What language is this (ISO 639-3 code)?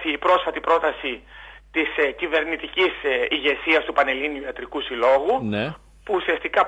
ell